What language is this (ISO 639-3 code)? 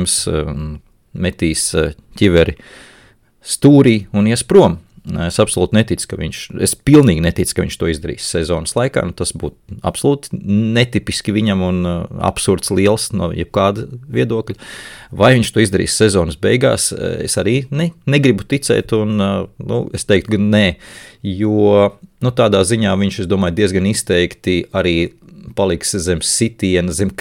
lav